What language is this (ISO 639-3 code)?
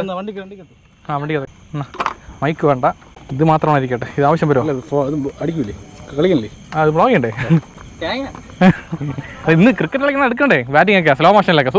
mal